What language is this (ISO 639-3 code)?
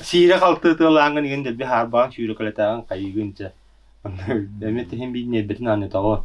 sah